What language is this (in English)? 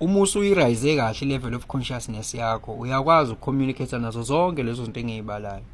Zulu